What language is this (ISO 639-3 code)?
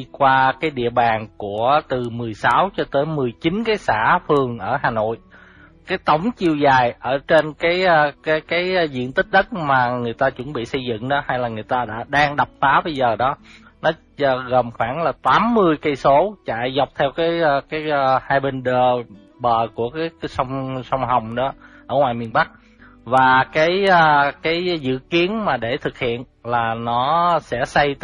vie